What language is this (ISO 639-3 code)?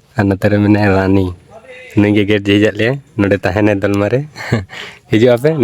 sat